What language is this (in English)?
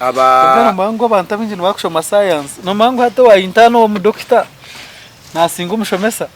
Nyankole